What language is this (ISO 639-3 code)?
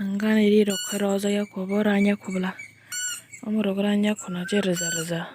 trp